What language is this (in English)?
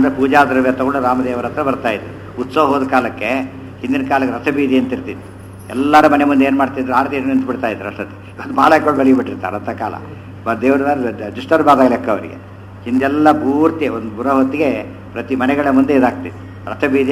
Kannada